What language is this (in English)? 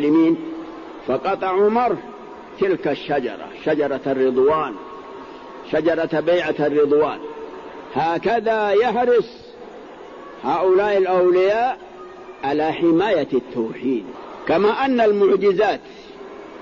Arabic